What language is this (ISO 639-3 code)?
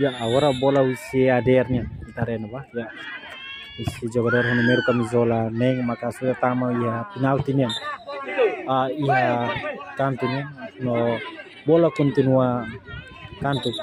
tet